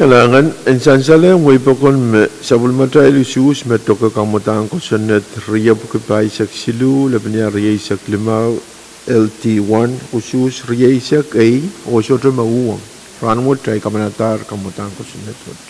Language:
Pohnpeian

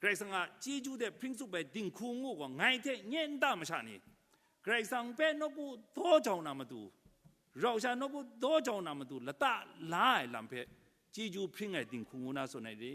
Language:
Kachin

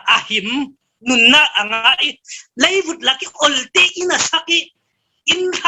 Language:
Falam Chin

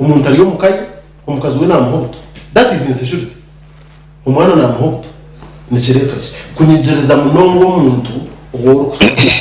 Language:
Nyankole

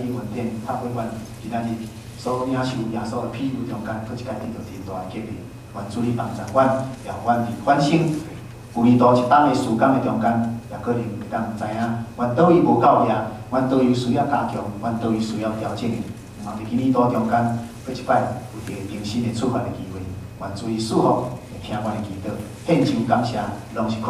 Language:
Min Nan Chinese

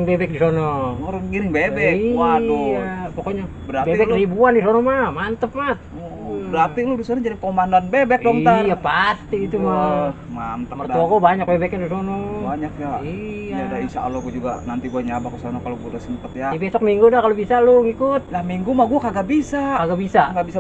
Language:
Betawi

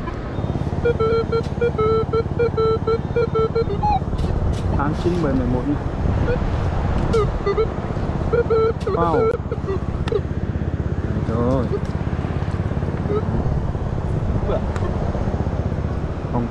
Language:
Vietnamese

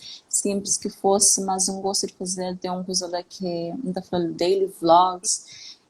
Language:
Kabuverdianu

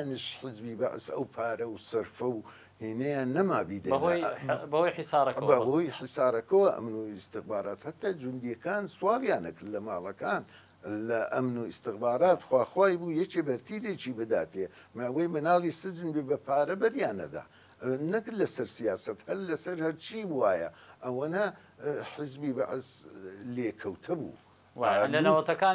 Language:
Central Kurdish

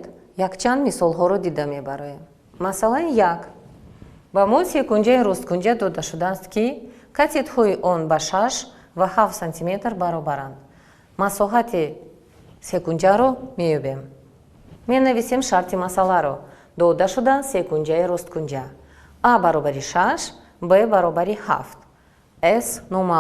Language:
Tajik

